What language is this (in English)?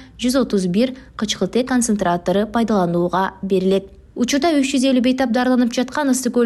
Kyrgyz